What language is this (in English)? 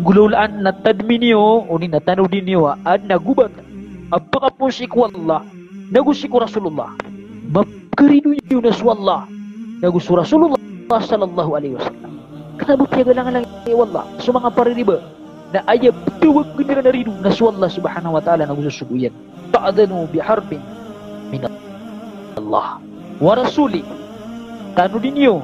Maranao